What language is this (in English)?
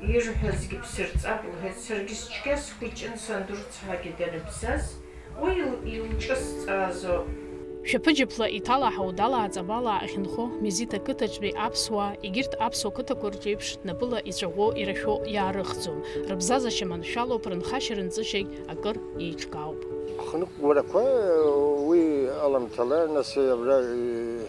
Abkhazian